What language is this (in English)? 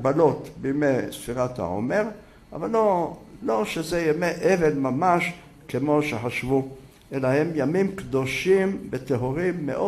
Hebrew